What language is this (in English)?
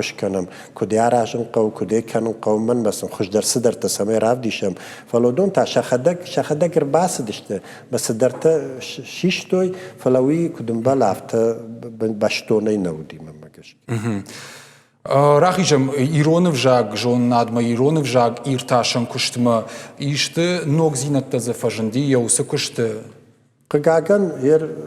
Ossetic